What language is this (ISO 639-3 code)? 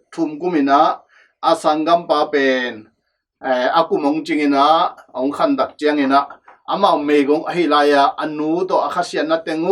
ctd